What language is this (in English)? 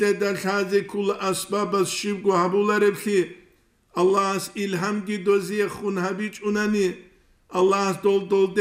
Avaric